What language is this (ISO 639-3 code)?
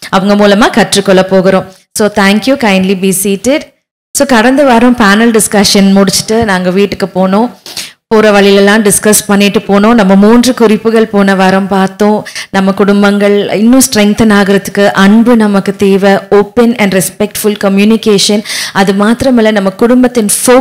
tam